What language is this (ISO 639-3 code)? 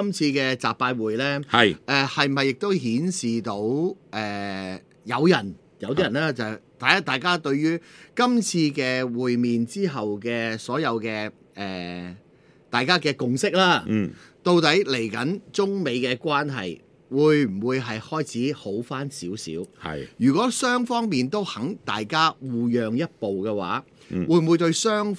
yue